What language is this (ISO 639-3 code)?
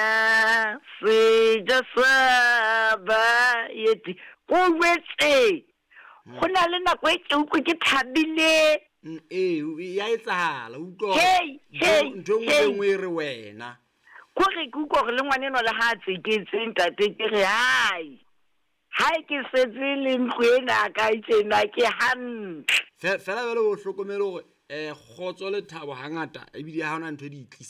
sot